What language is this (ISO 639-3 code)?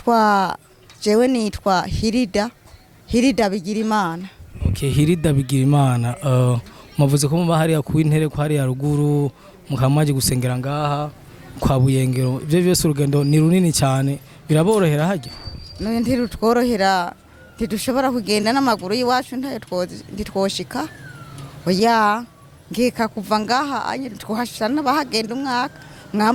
run